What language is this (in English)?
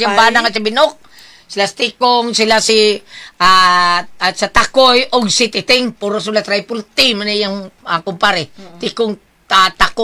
Cebuano